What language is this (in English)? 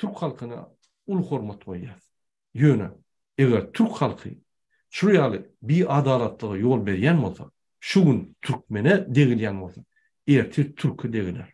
Turkmen